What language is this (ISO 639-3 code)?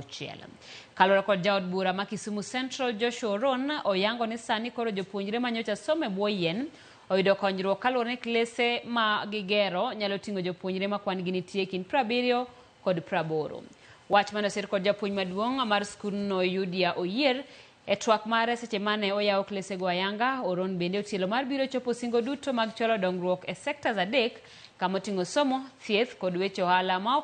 luo